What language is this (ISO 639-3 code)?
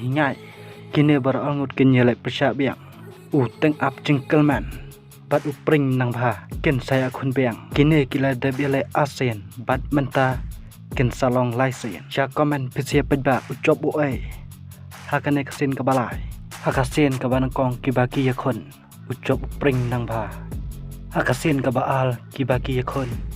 kha